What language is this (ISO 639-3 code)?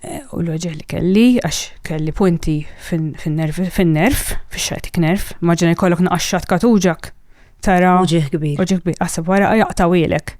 mlt